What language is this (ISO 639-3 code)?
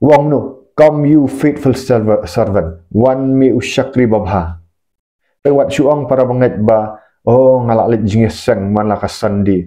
kha